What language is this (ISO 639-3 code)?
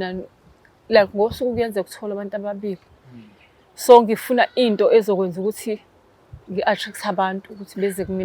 zul